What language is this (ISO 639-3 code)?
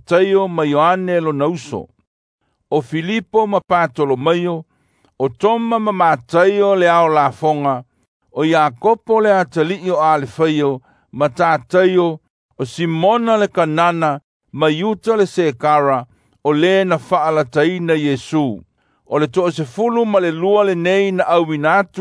smo